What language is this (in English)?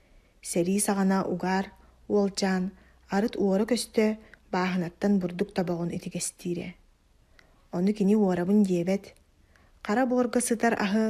Yakut